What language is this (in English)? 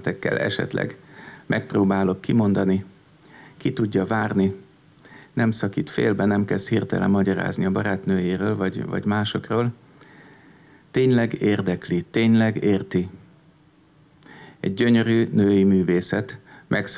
Hungarian